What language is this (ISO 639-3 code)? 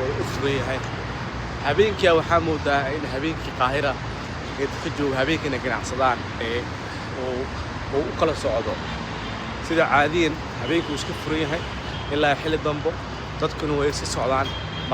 som